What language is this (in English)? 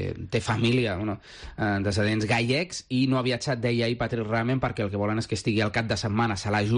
Catalan